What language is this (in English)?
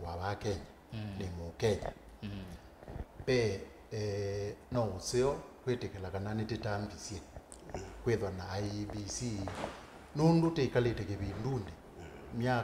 Kamba